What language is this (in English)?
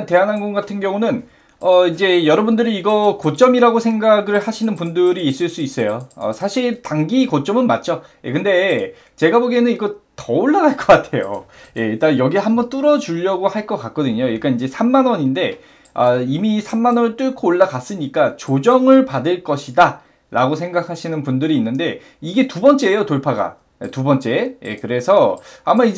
Korean